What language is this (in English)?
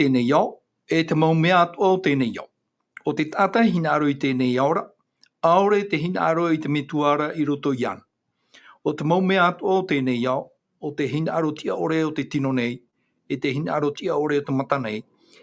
Tahitian